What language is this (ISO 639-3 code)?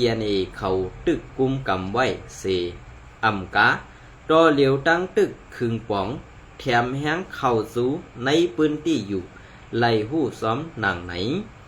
shn